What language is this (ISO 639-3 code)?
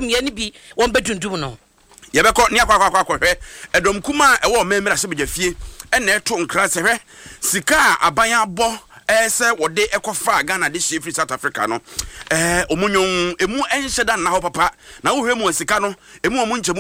aka